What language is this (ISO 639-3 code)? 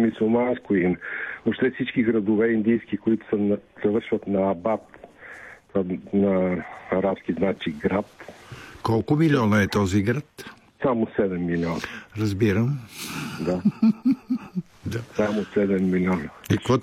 bul